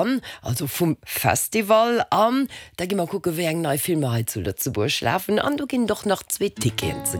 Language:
Luxembourgish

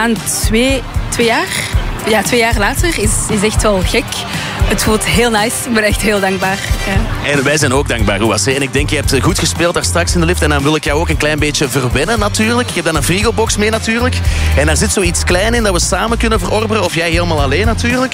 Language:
Dutch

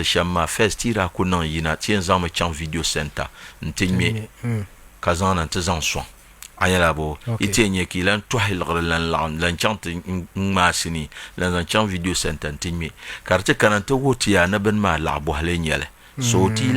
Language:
Dagbani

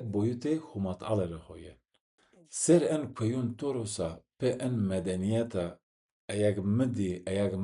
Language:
Zaza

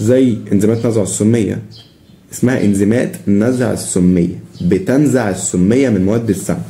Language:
Egyptian Arabic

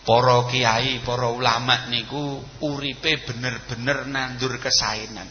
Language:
Javanese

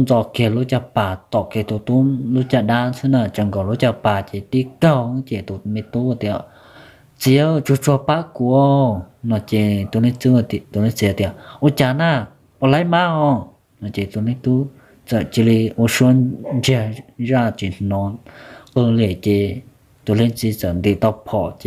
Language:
Hmong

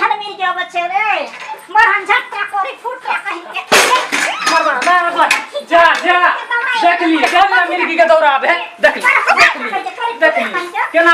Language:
Maithili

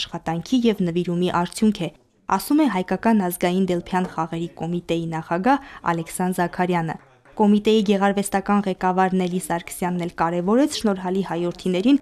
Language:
Armenian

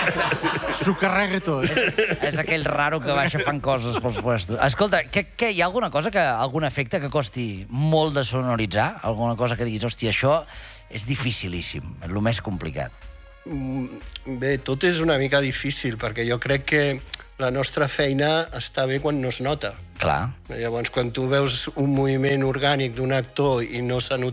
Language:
Catalan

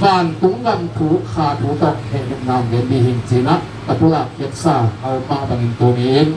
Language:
Tedim Chin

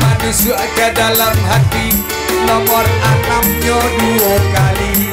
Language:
Minangkabau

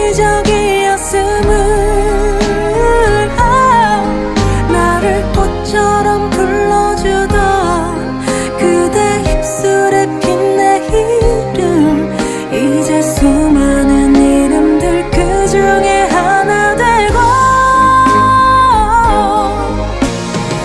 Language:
Korean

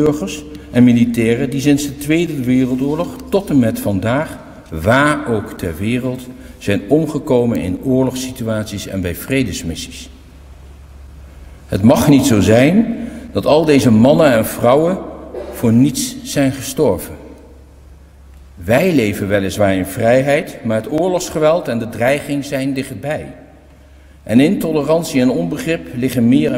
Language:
Dutch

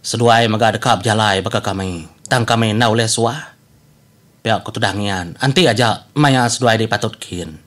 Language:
Iban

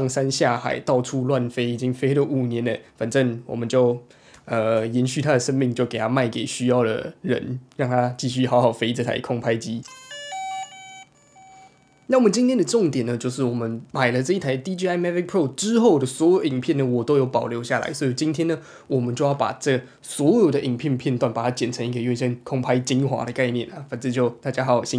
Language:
Chinese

